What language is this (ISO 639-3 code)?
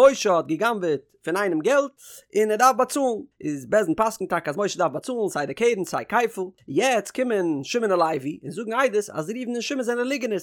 yid